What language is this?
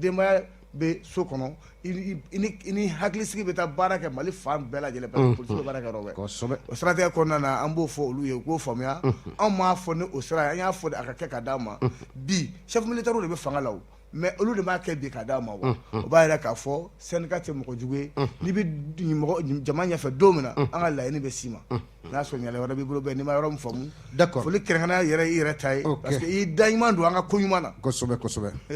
Bambara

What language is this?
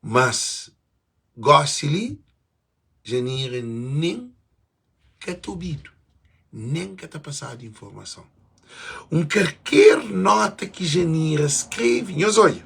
Kabuverdianu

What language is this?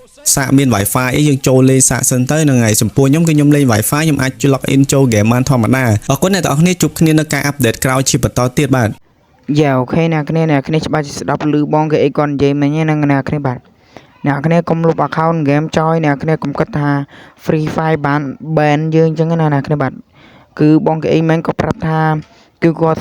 Khmer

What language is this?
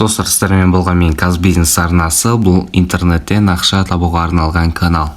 Kazakh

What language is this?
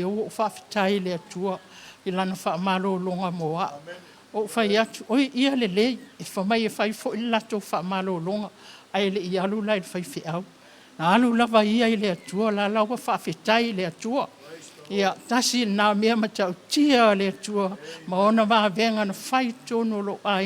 Samoan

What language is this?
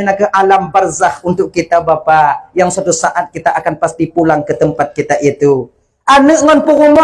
Achinese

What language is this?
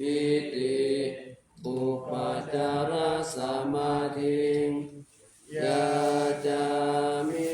Pali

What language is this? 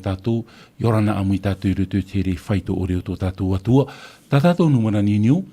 Tahitian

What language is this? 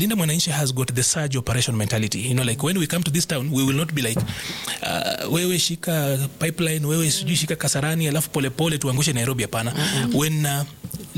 Swahili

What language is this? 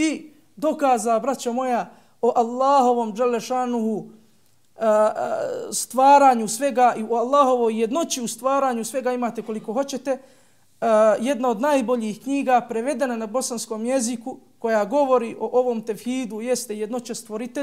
Bosnian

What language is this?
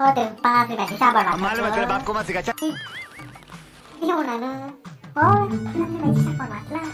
Konkani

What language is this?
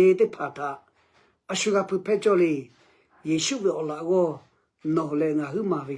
Lahu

